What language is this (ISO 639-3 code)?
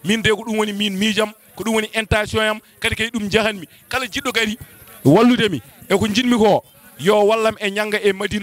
ful